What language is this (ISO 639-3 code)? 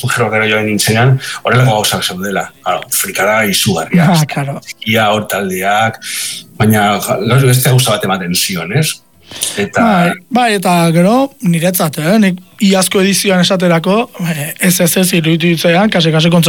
eus